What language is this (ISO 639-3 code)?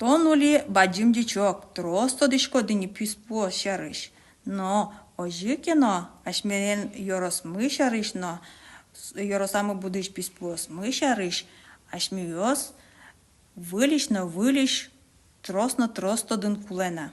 udm